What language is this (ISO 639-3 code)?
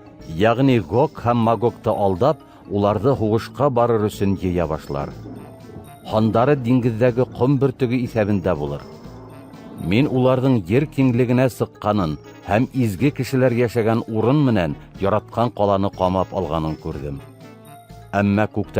bak